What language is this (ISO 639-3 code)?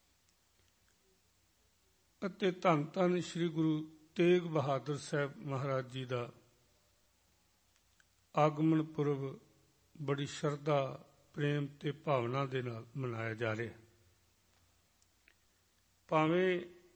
pan